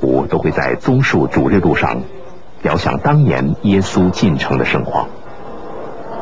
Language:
Chinese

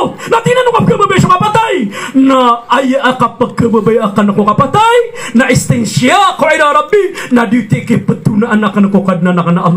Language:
Maranao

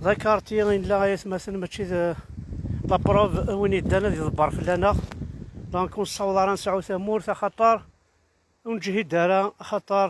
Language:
Kabyle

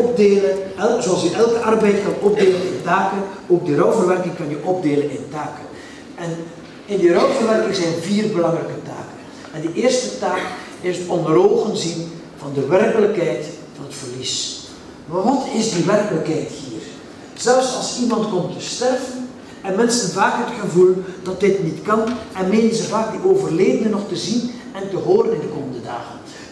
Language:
Dutch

